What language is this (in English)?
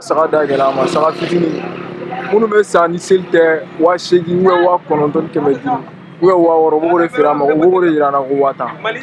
Bambara